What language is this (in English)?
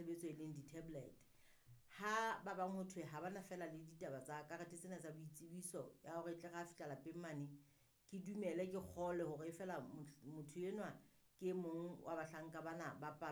Southern Sotho